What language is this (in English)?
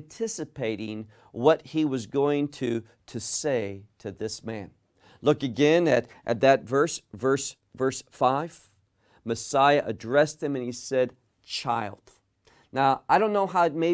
English